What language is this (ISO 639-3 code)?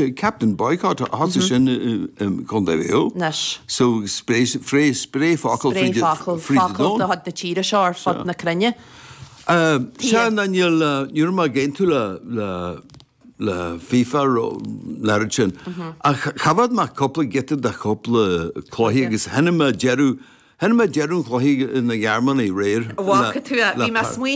gle